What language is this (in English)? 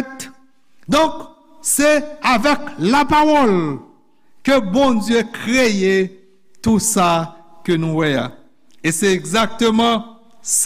Haitian Creole